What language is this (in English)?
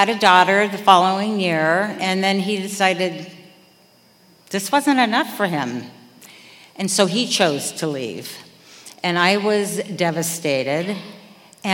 English